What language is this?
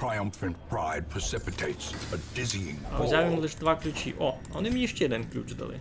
Rusyn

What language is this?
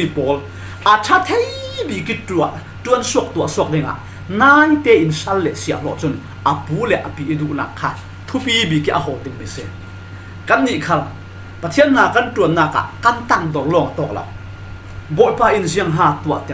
Falam Chin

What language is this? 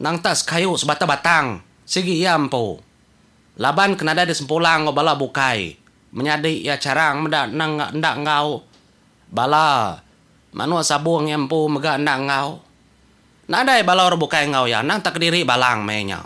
Iban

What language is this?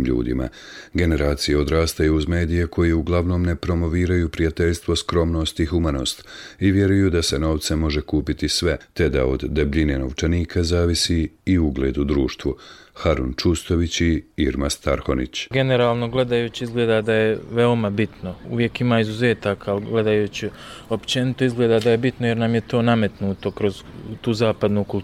Croatian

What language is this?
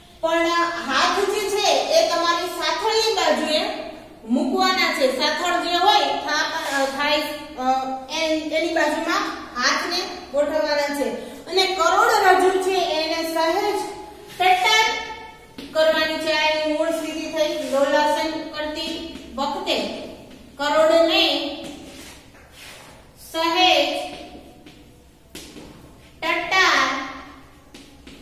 Gujarati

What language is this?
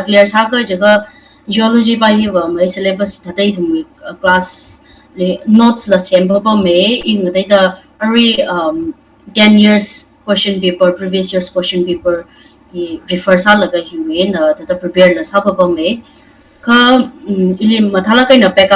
Tangkhul Naga (India)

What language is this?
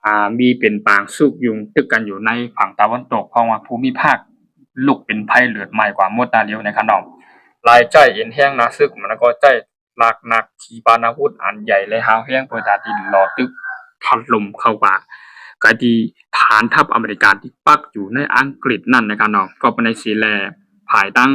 Shan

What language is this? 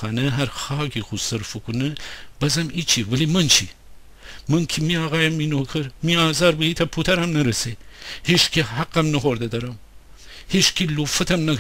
Gilaki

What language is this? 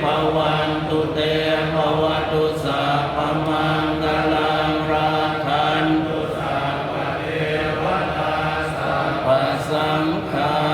Pali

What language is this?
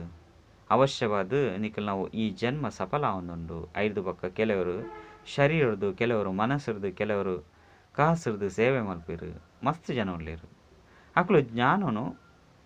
Tulu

